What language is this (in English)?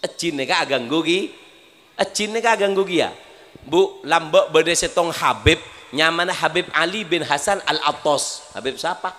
Madurese